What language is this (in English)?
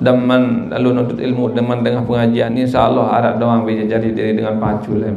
Sasak